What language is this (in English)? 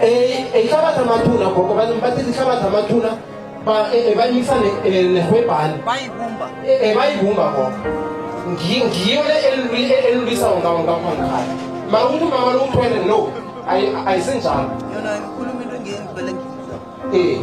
Northern Sotho